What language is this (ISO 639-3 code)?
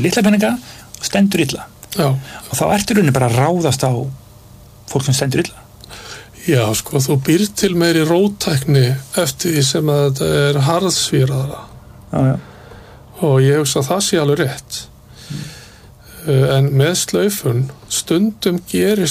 isl